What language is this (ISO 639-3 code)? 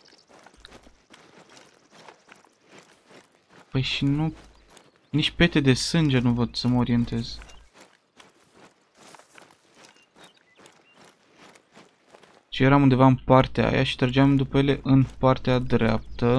ron